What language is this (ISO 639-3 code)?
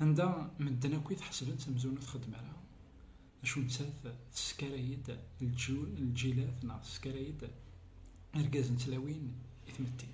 kab